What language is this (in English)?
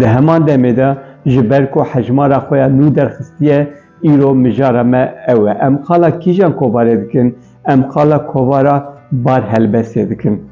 Kurdish